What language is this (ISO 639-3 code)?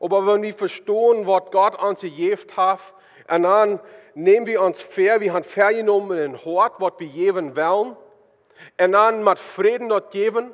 pdt